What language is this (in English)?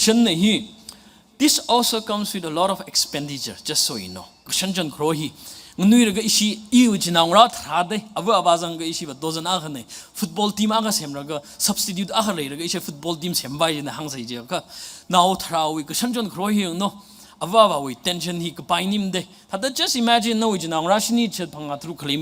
Tangkhul Naga (India)